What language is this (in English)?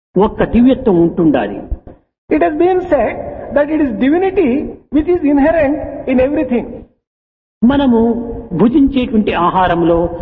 Telugu